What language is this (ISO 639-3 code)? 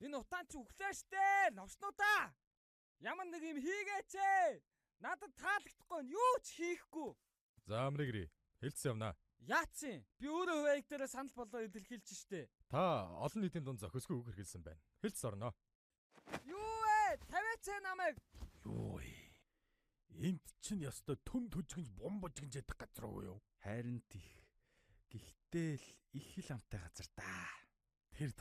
mon